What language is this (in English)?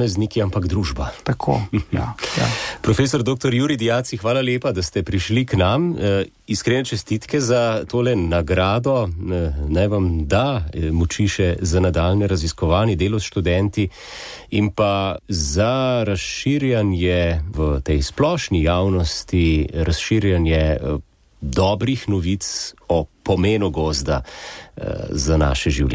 Slovenian